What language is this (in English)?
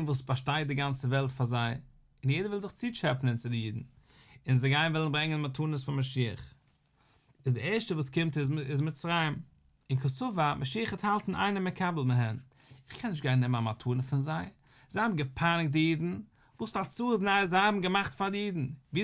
Yiddish